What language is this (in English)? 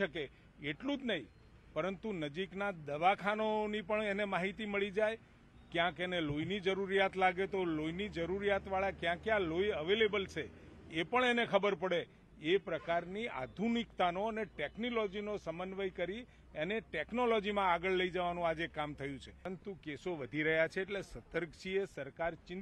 Gujarati